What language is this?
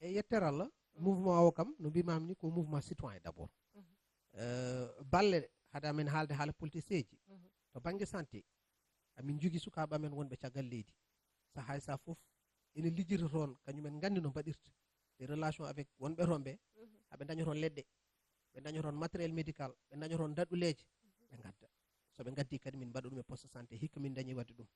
Fula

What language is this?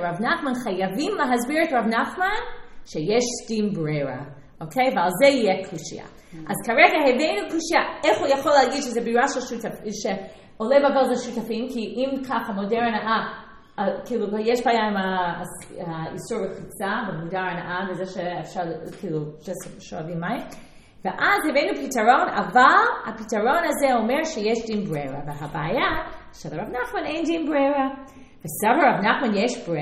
Hebrew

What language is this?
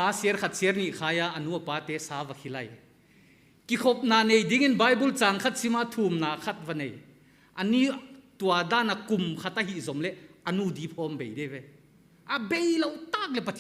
Paite Chin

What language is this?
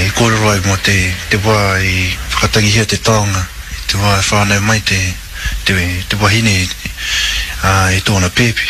Māori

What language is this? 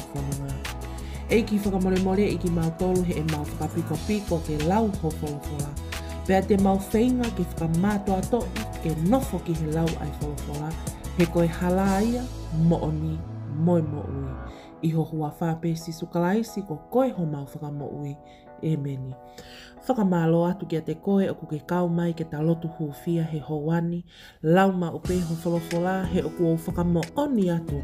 Tongan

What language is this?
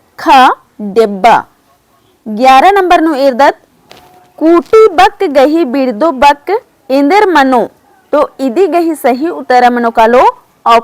Kurukh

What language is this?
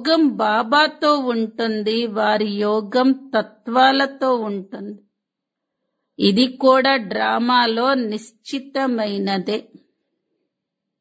Telugu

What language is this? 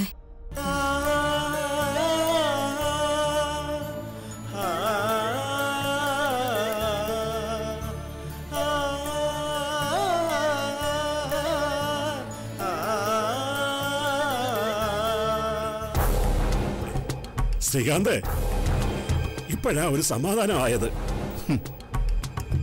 Malayalam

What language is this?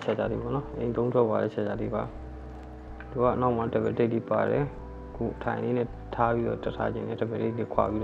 Burmese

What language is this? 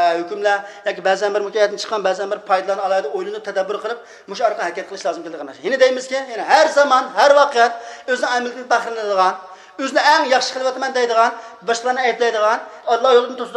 Uyghur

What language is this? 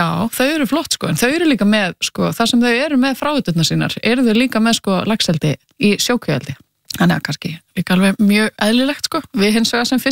Icelandic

